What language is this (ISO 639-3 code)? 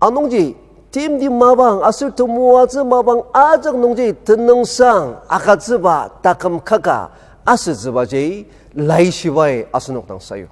njo